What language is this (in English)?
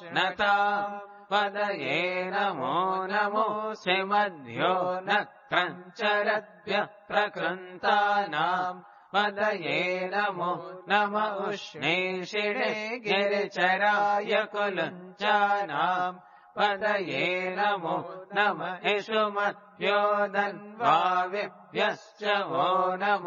Sanskrit